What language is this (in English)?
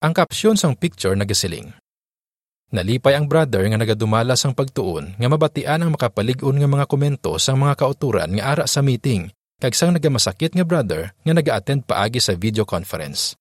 Hiligaynon